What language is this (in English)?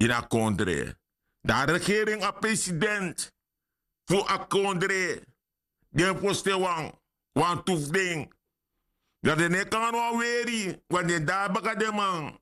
Sranan Tongo